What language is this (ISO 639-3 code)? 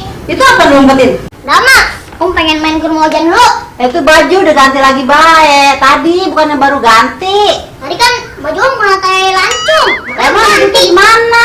bew